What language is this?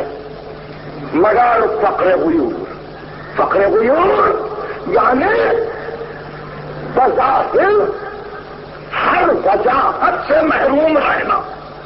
Urdu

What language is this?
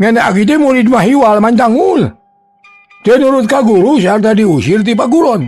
Sundanese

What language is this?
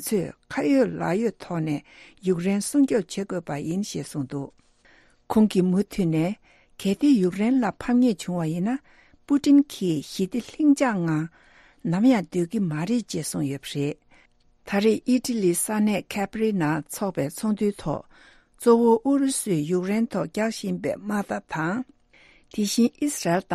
Tibetan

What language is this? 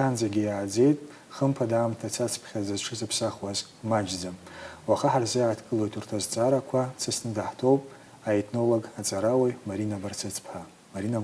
Abkhazian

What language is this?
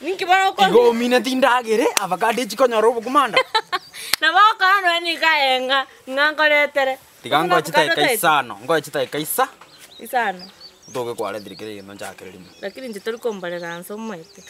Gusii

